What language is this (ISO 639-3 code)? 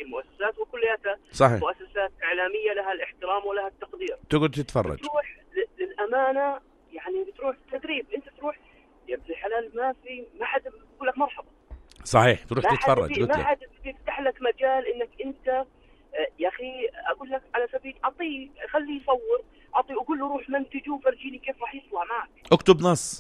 apc